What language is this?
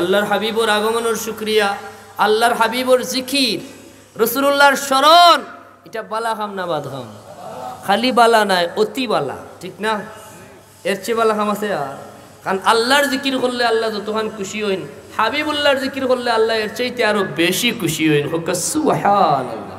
Sylheti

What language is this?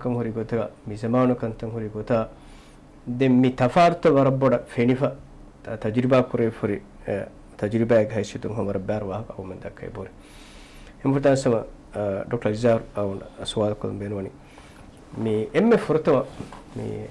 Divehi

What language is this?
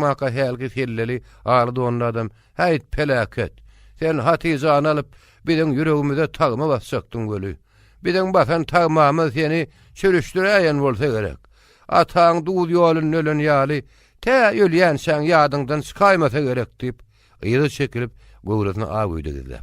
Turkmen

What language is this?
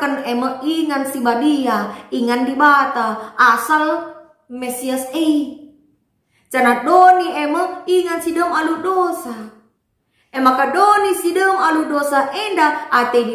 Batak Karo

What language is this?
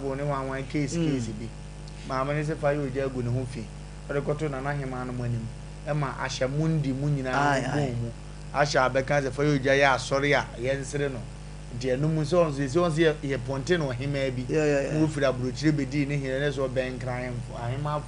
Akan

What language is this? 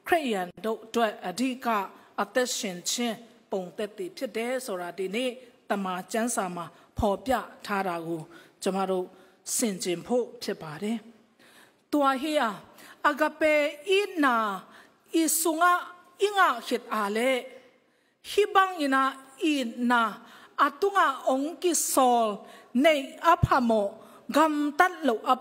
Tedim Chin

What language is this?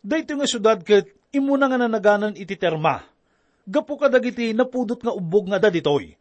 Iloko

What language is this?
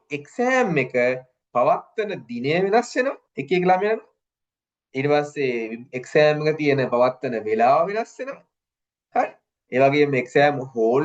Sinhala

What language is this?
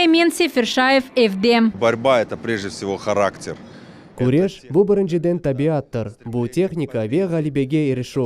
Crimean Tatar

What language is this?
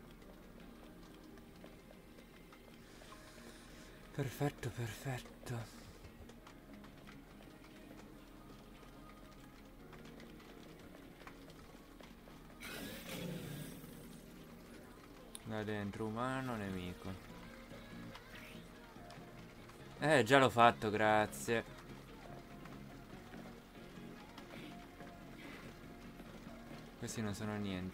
Italian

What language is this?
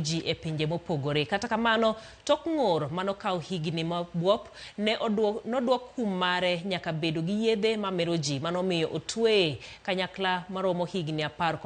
Luo (Kenya and Tanzania)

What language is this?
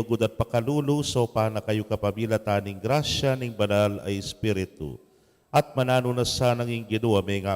Pampanga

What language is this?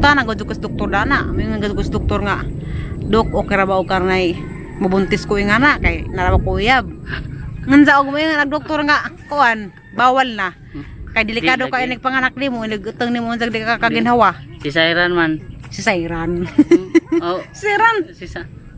Cebuano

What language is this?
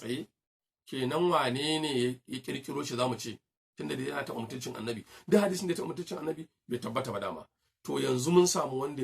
Hausa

